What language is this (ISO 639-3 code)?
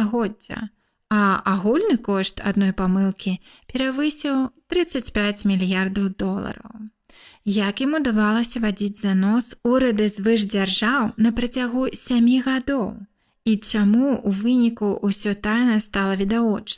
bel